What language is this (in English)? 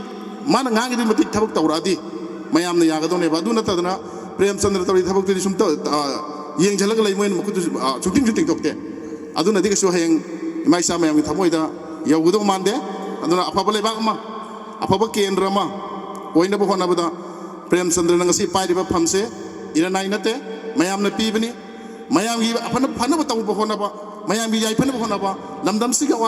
Manipuri